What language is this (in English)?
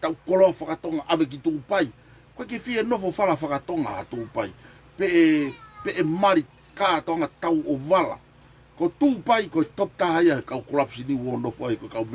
Tongan